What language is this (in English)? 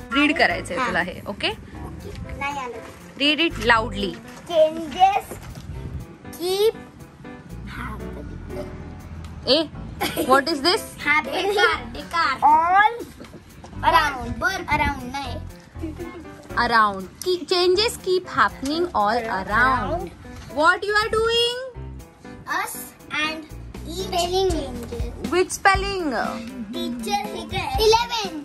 Marathi